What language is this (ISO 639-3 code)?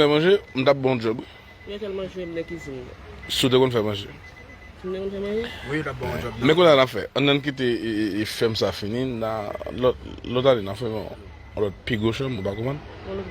hat